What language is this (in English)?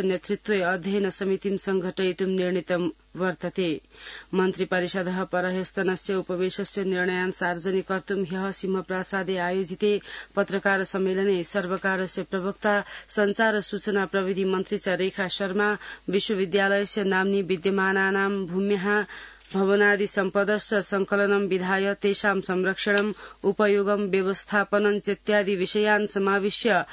Sanskrit